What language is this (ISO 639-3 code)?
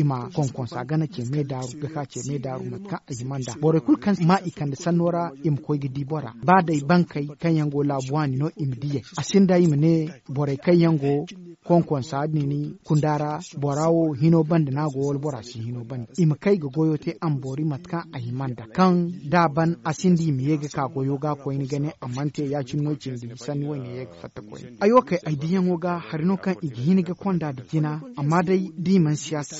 dje